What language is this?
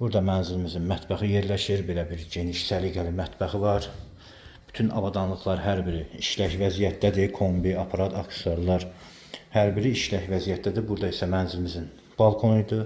Azerbaijani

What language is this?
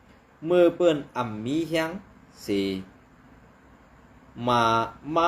Shan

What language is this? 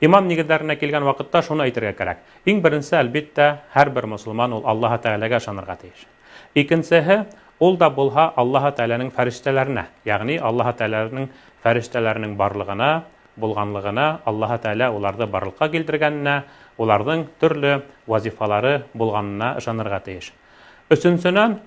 Bashkir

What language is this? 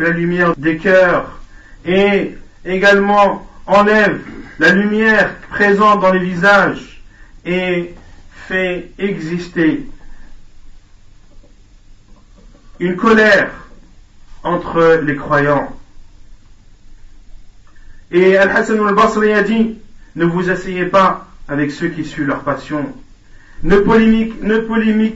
French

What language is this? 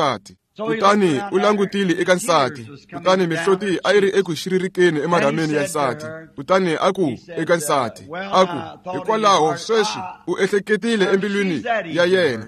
Tsonga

